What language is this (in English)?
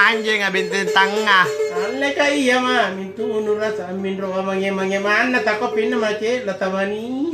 Makasar